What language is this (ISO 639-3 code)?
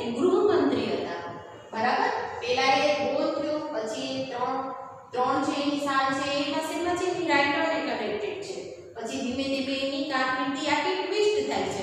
guj